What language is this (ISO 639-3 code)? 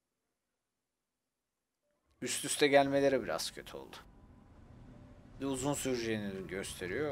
tur